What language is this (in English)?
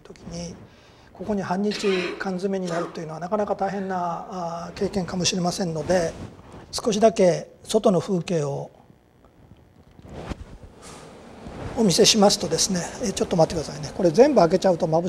Japanese